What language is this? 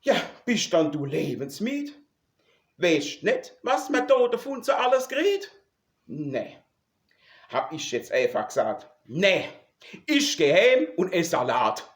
Palatine German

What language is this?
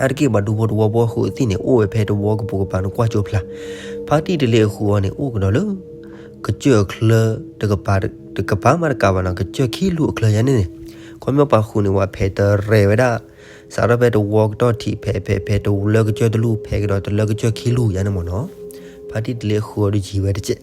S'gaw Karen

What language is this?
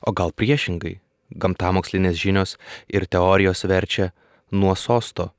Lithuanian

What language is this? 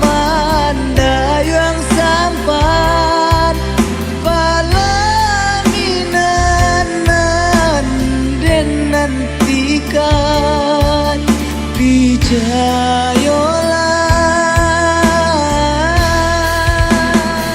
Minangkabau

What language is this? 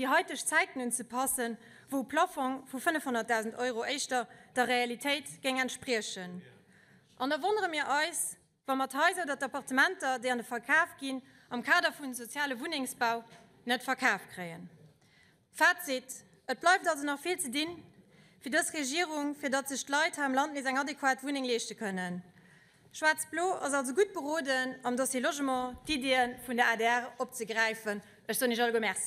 Luxembourgish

